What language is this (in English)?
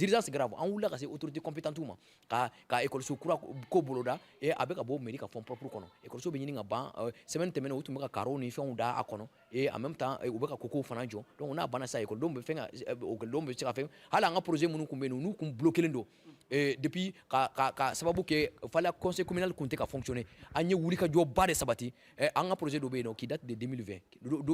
Bambara